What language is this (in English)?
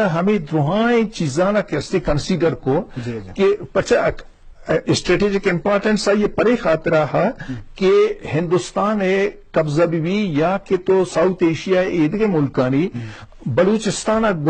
Eastern Balochi